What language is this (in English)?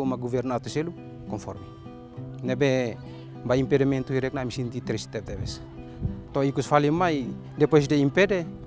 Tetum